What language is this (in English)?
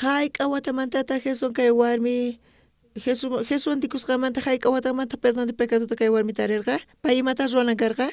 South Bolivian Quechua